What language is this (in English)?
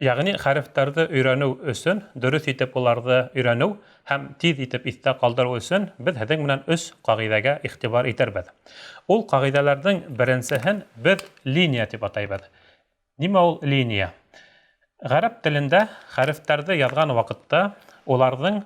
Bashkir